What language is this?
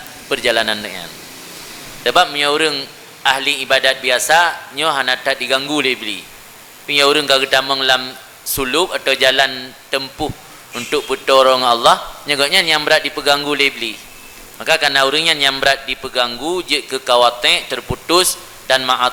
Achinese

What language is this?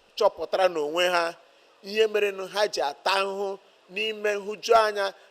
Igbo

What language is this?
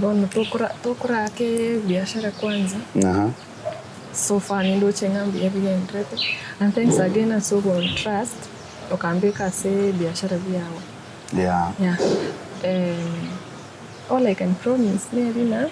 Gusii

